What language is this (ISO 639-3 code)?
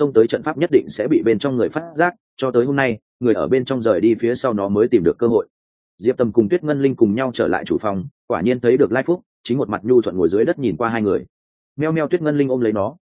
vie